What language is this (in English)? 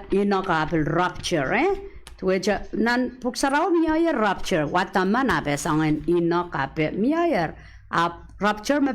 Pohnpeian